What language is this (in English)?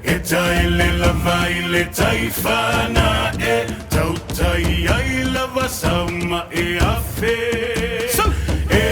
Samoan